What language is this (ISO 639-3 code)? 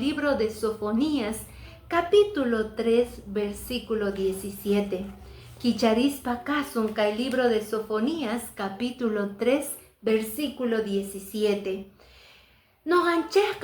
que